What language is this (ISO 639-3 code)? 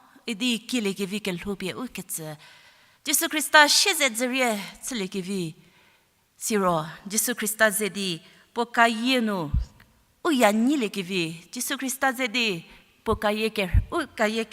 njm